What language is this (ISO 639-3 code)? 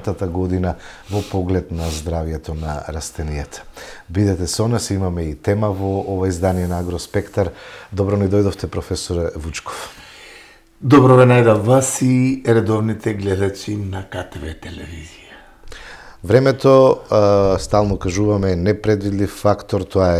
mkd